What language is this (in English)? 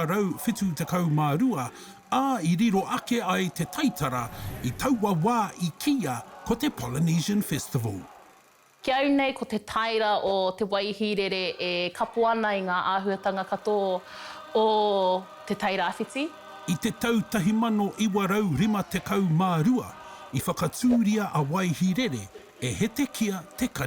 Māori